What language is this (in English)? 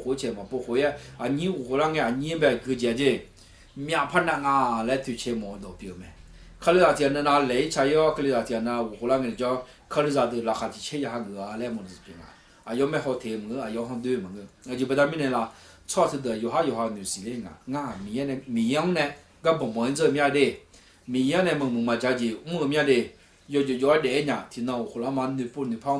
Akha